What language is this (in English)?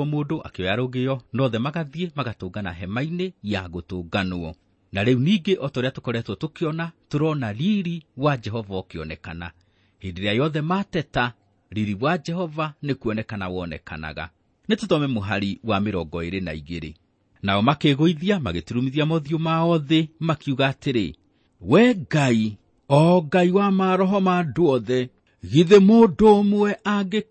Kikuyu